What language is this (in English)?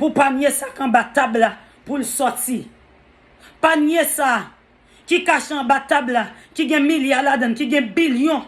Haitian Creole